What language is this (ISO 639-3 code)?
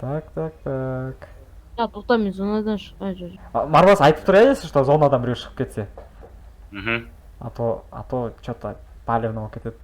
kaz